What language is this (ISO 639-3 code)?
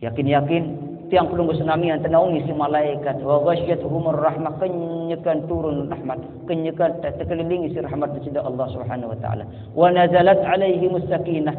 sas